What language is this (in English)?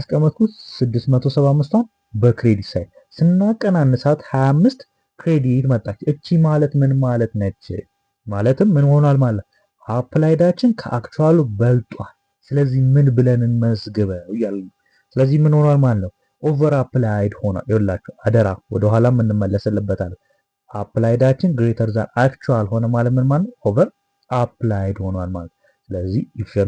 Amharic